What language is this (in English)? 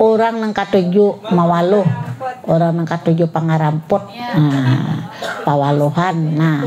Banjar